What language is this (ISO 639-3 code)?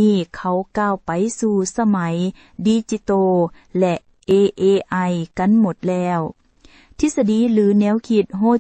lao